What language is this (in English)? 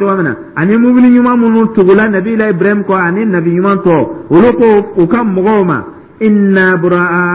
Dyula